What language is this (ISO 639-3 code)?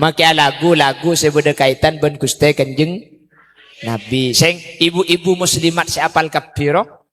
mad